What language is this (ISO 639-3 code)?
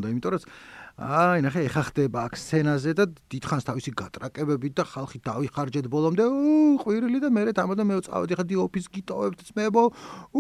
kat